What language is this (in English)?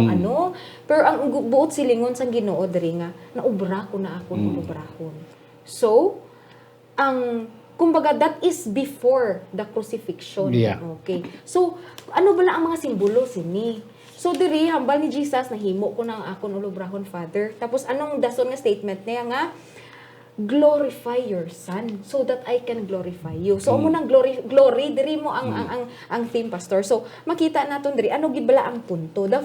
Hiligaynon